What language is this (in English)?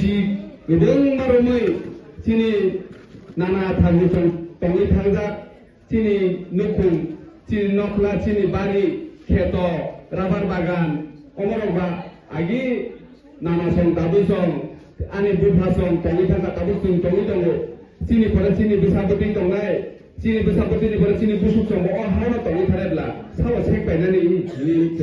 Kok Borok